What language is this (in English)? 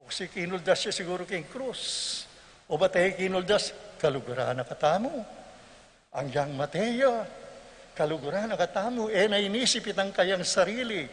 Pampanga